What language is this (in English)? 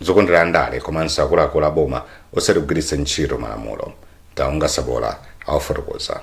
Nyanja